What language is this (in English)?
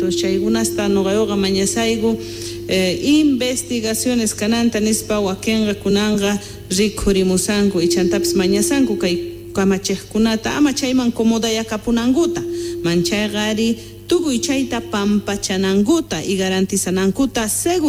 South Bolivian Quechua